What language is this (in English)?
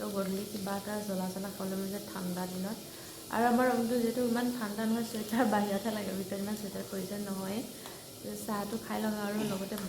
Assamese